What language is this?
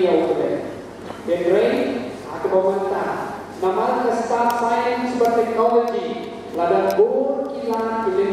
Khasi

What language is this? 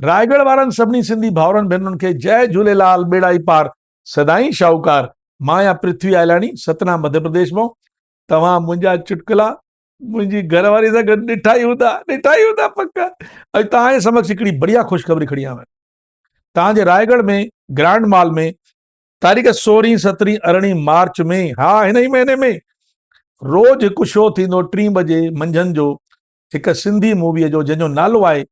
Sindhi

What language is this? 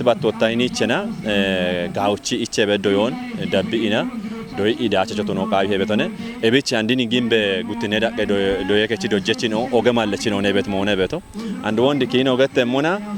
Kafa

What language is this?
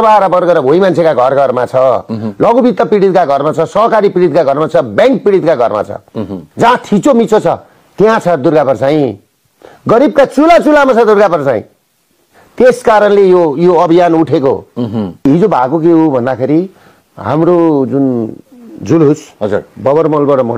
Nepali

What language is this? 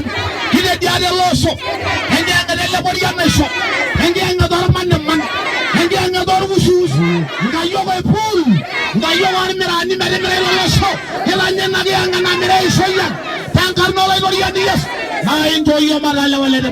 Masai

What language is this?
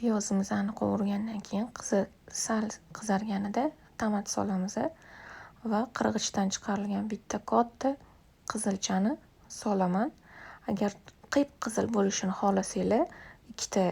Uzbek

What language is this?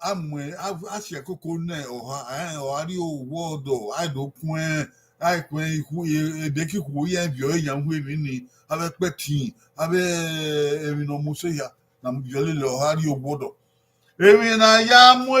Bini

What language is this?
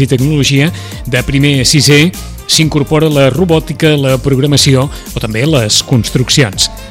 Catalan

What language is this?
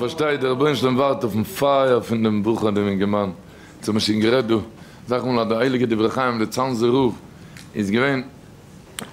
Yiddish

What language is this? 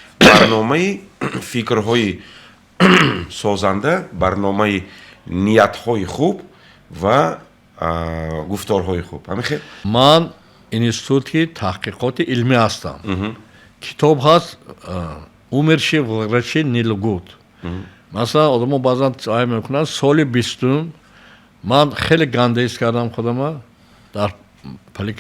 Tajik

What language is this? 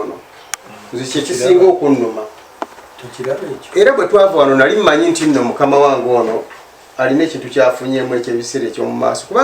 Ganda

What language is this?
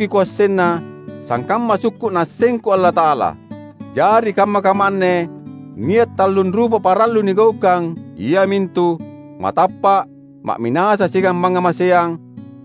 Makasar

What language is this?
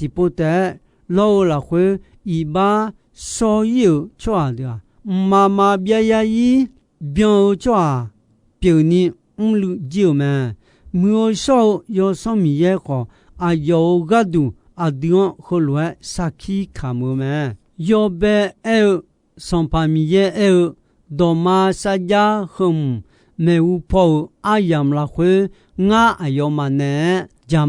Akha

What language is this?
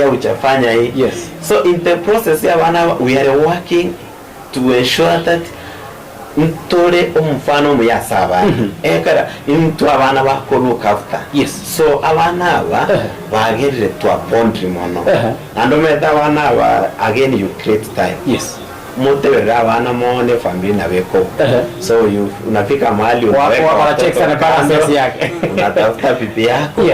Gusii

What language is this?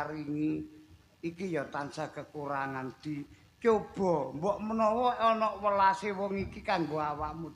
Javanese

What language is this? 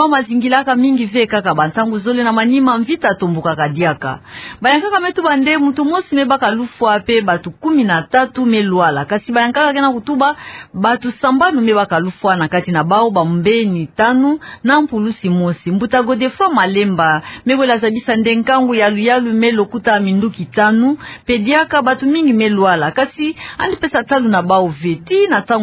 Kituba (Democratic Republic of Congo)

